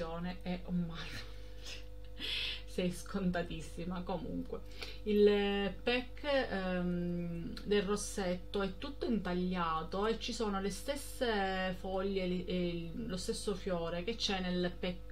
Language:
Italian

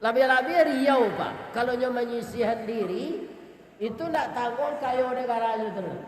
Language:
Minangkabau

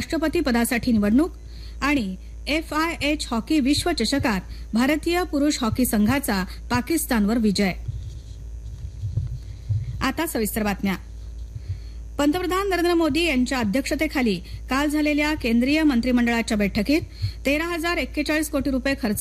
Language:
Marathi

